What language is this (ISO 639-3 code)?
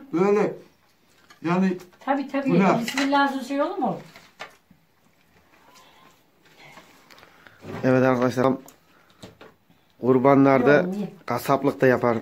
tur